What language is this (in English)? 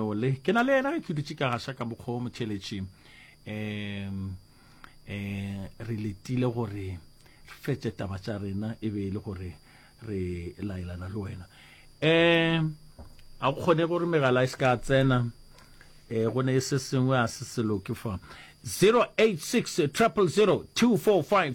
Northern Sotho